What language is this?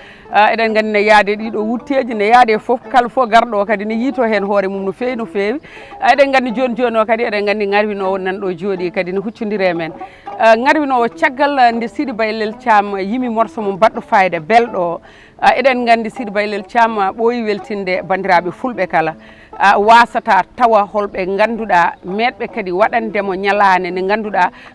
Fula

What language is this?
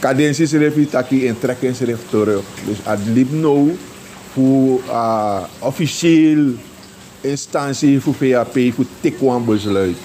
Sranan Tongo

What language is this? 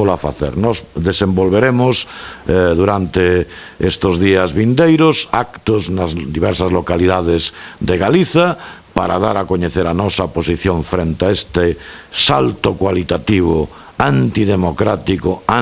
Galician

